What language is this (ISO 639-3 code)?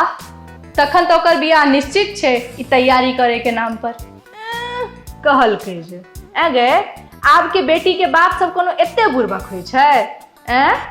mai